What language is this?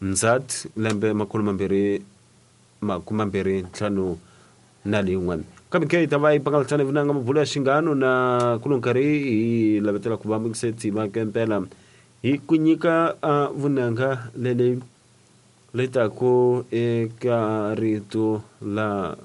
Tsonga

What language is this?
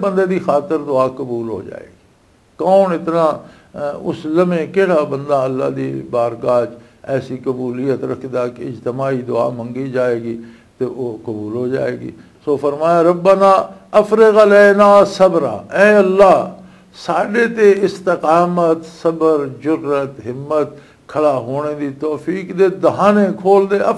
Western Panjabi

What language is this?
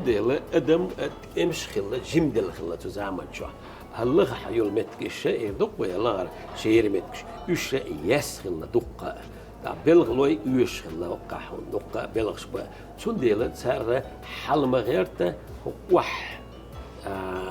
Chechen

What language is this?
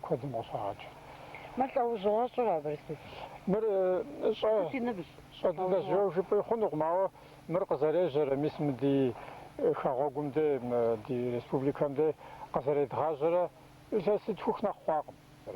Kabardian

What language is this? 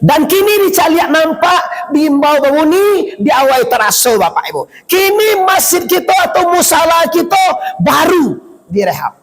Minangkabau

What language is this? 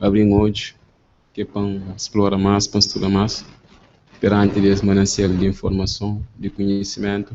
Kabuverdianu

